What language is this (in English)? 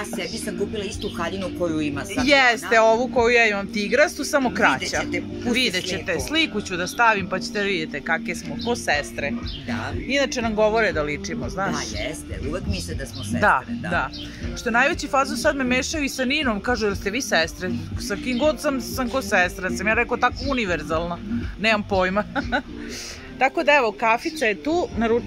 Serbian